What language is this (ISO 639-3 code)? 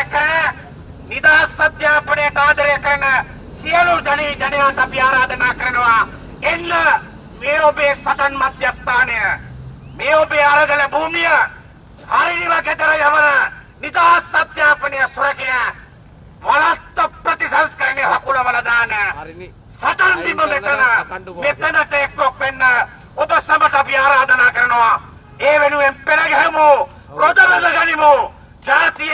sin